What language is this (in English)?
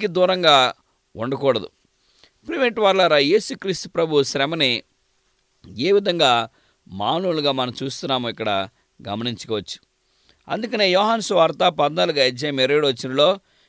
Telugu